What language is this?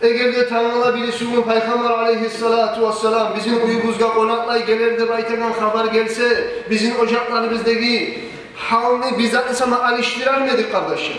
Kumyk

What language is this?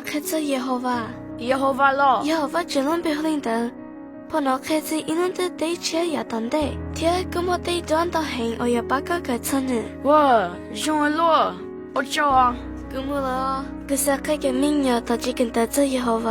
Hmong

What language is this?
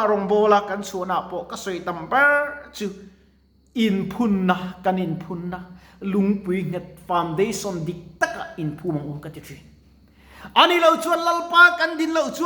Mizo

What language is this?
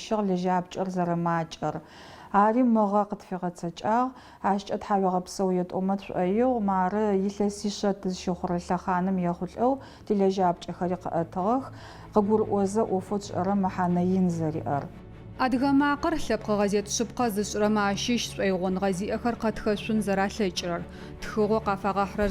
Adyghe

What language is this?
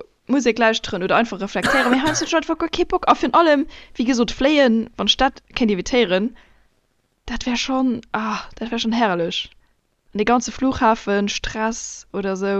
Luxembourgish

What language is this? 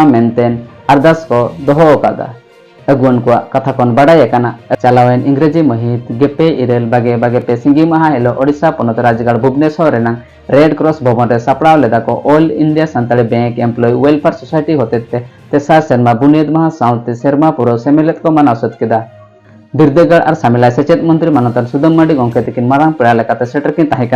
Santali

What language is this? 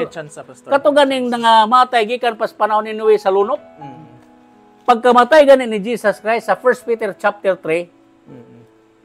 Cebuano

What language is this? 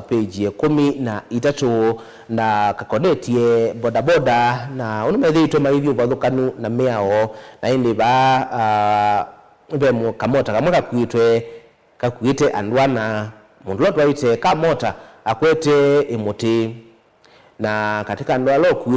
Kamba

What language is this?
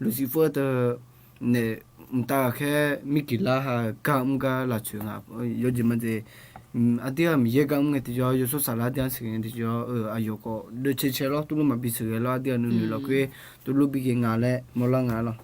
Akha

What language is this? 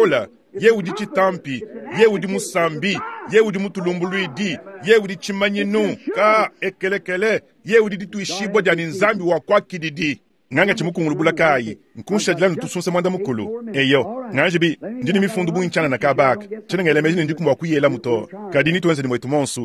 Luba-Lulua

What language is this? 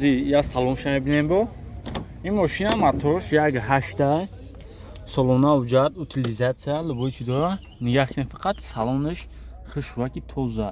Tajik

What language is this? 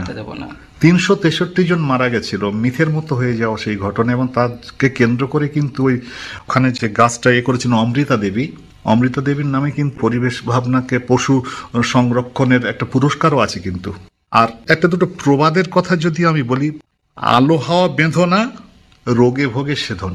Bangla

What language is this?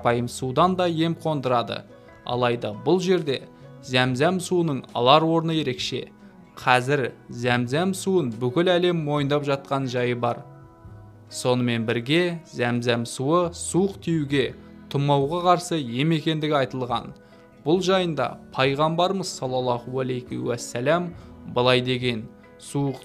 Kazakh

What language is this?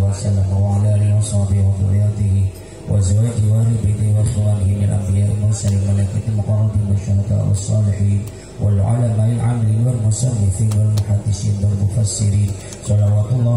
Madurese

